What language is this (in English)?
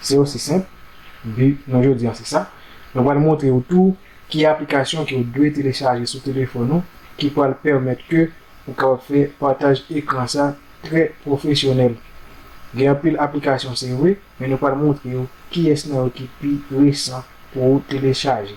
Haitian Creole